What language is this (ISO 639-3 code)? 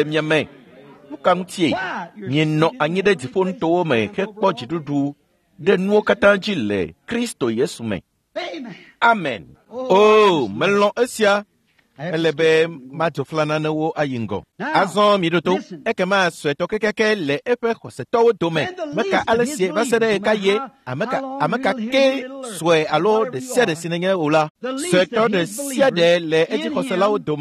ewe